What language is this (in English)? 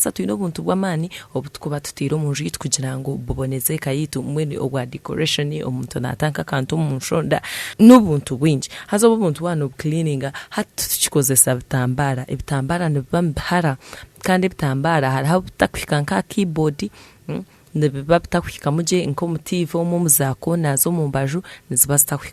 Nyankole